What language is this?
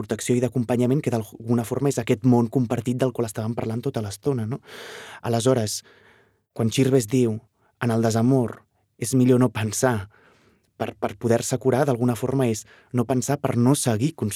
Catalan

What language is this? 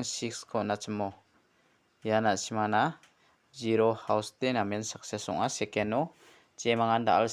Garo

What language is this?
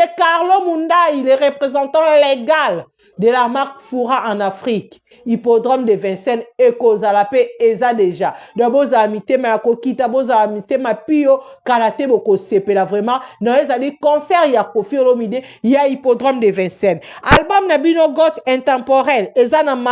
Lingala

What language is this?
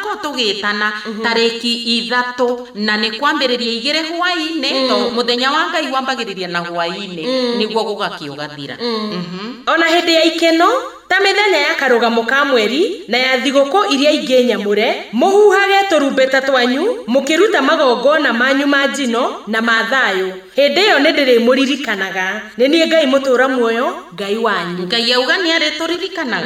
Kikuyu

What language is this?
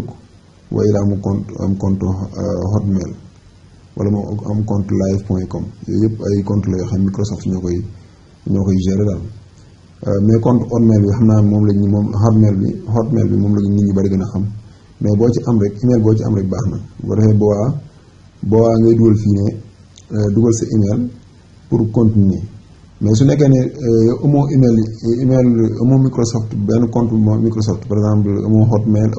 Wolof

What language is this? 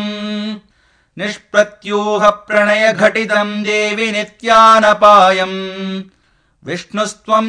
Sanskrit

